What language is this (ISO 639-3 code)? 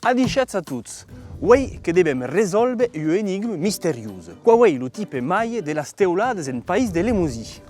oci